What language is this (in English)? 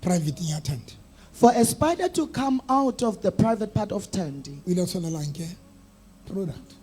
Southern Sotho